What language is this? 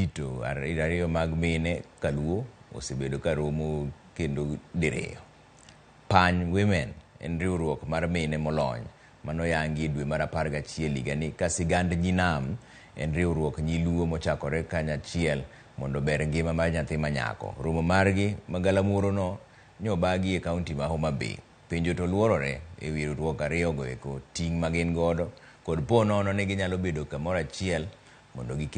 Luo (Kenya and Tanzania)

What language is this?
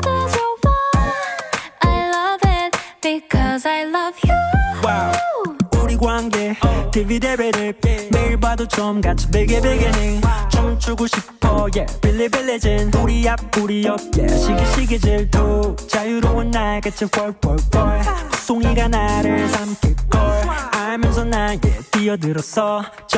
Korean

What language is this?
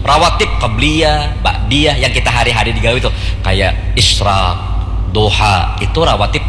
Banjar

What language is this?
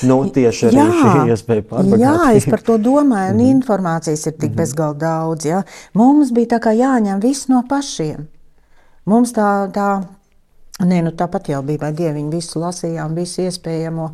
Latvian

